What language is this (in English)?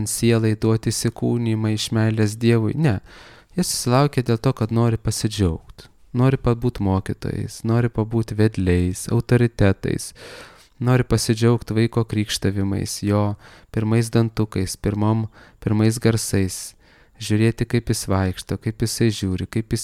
Lithuanian